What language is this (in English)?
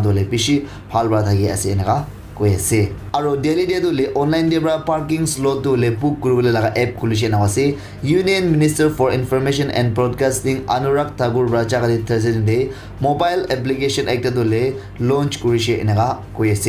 Naga Pidgin